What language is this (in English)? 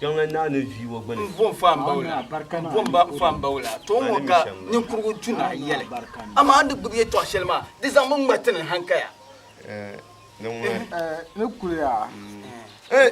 Dagbani